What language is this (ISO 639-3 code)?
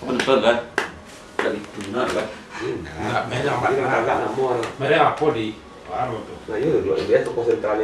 min